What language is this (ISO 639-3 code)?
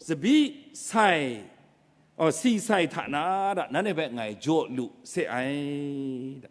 kac